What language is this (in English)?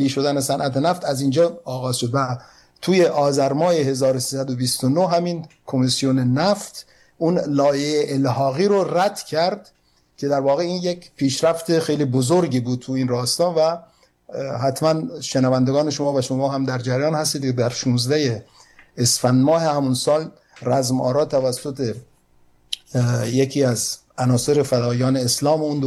Persian